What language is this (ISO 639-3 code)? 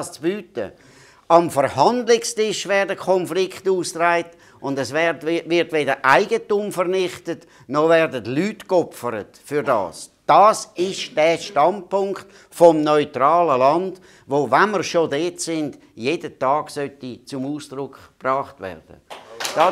deu